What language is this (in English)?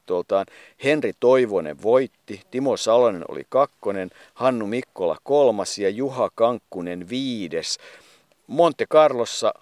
Finnish